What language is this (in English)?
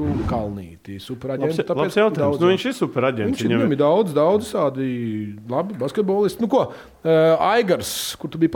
Latvian